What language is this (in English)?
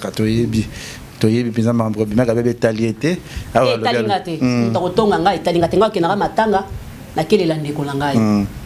Lingala